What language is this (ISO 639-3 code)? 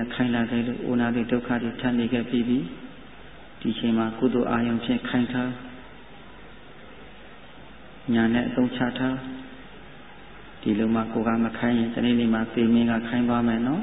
mya